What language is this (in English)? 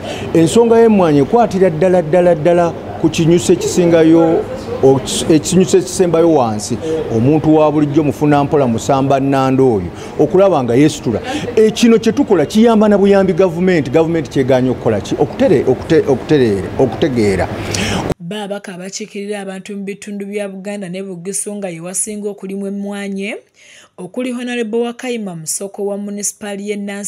Ganda